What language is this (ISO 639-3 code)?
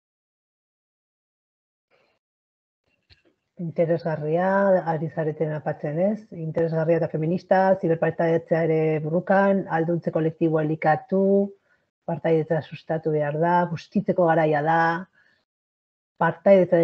eus